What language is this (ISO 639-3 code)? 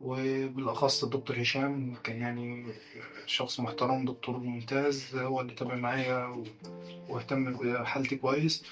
arz